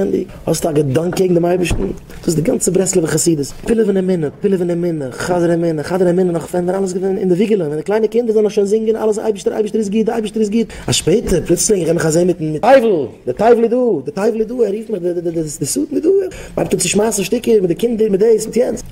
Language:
Yiddish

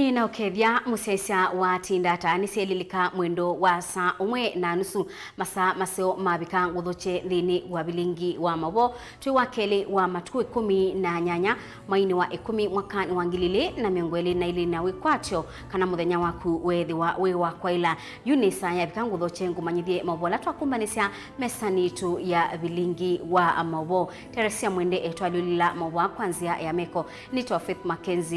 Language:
Kamba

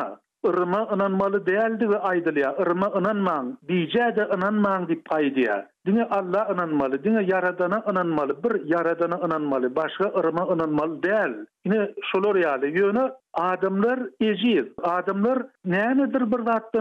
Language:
Turkmen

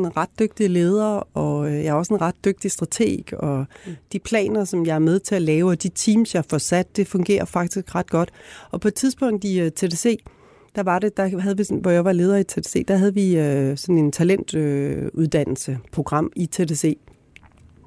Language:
Danish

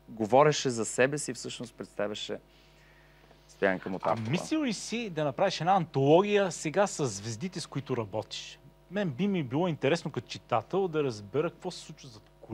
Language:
Bulgarian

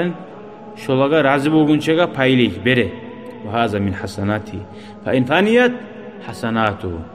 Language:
Kumyk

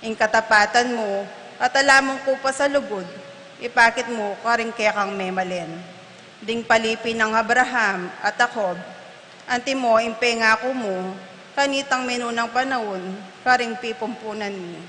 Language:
Pampanga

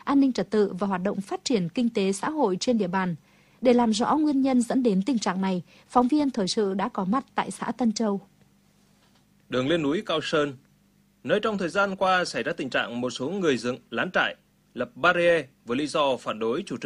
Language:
Vietnamese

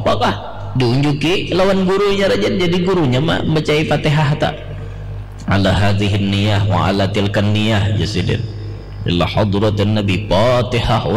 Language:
Banjar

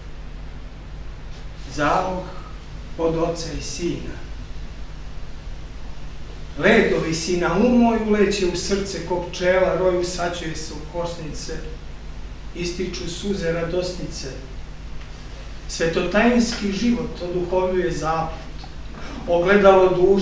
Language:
Serbian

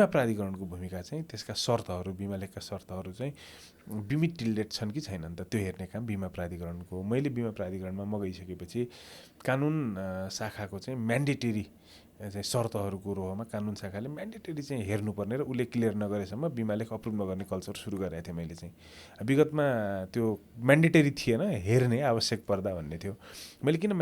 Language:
Nepali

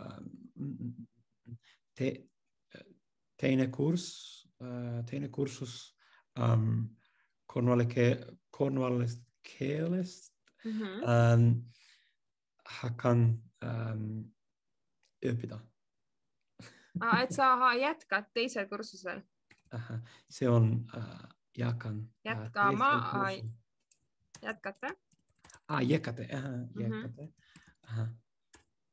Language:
Estonian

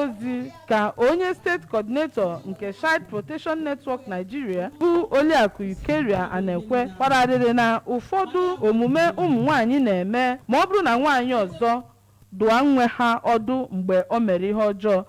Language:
Igbo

